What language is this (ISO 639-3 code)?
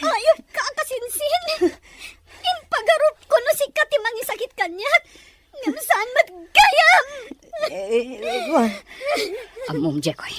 ilo